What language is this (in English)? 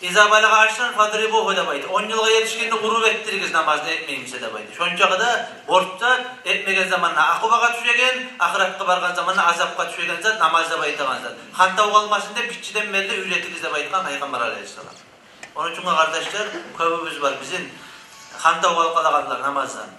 Kumyk